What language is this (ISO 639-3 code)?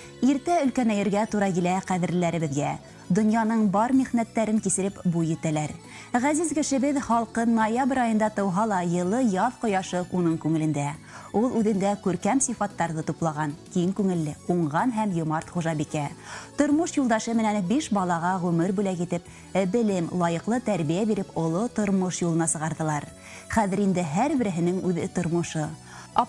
bak